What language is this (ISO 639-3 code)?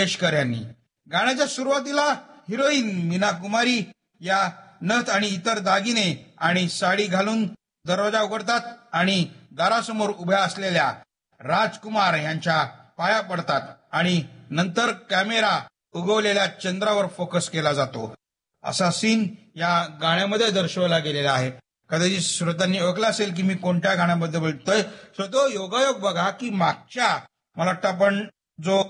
mar